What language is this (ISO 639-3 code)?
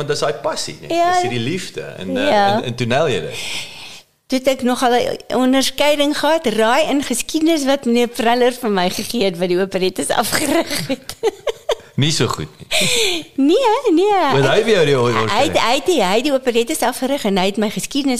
afr